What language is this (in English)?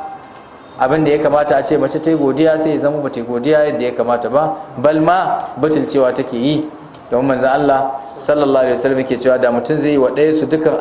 Hausa